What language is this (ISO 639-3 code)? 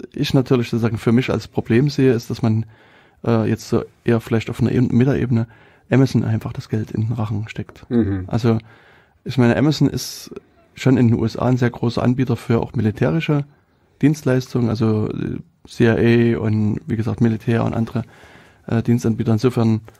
deu